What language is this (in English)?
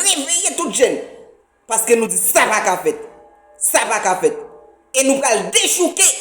Haitian Creole